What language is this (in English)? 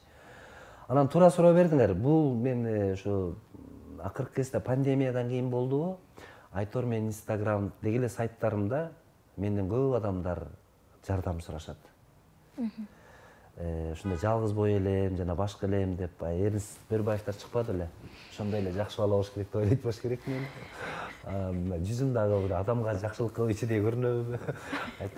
Kyrgyz